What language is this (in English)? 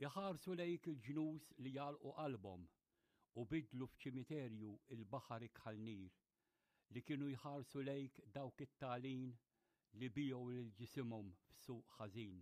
Maltese